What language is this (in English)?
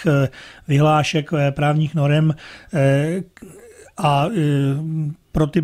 Czech